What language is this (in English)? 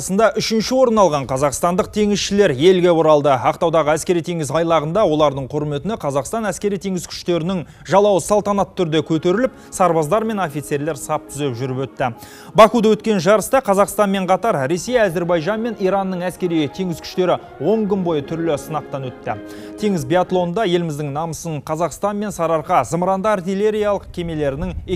Kazakh